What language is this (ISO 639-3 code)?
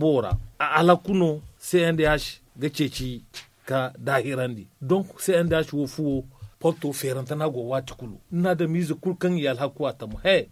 dje